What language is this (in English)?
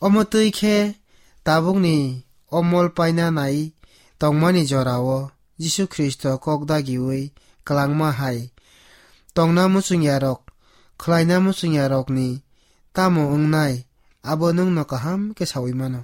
Kok Borok